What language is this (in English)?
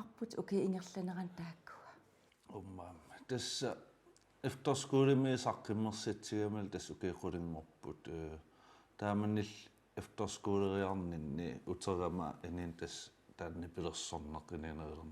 Kalaallisut